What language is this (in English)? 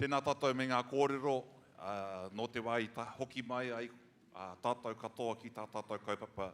Māori